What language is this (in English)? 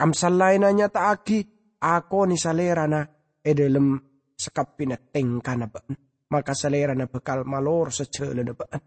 Madurese